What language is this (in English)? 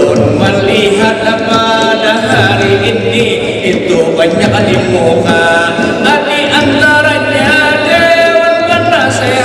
Banjar